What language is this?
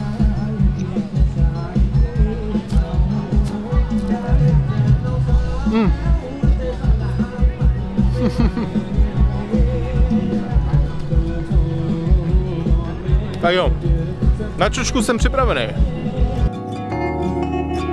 Czech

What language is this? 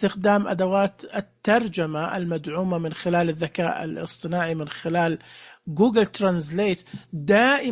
Najdi Arabic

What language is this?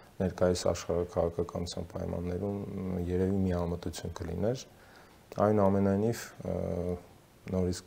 Armenian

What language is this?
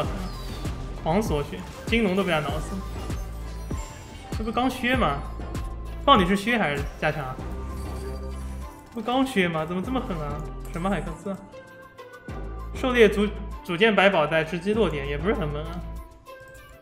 Chinese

